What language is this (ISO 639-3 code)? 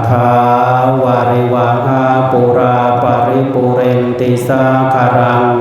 pli